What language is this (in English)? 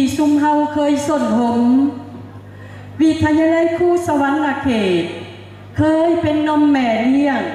Lao